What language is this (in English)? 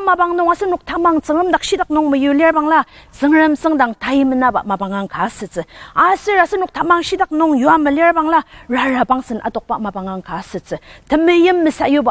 Ao Naga